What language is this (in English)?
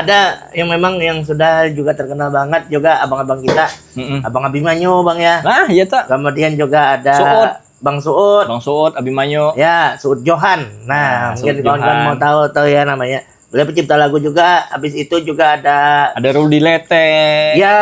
Banjar